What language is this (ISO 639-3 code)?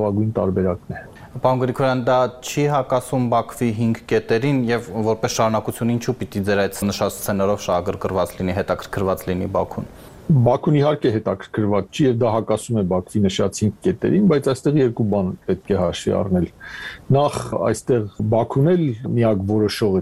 hye